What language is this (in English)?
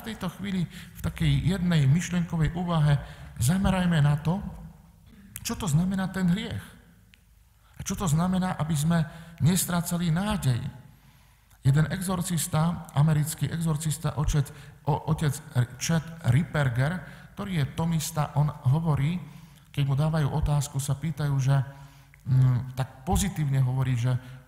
Slovak